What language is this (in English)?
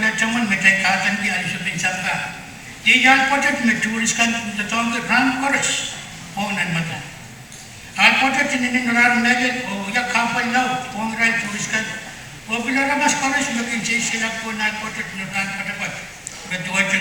Pohnpeian